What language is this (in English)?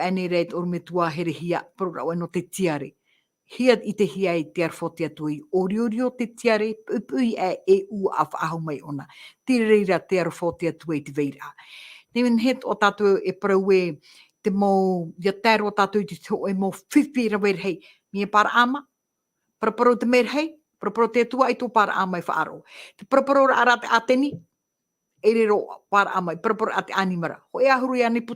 Tahitian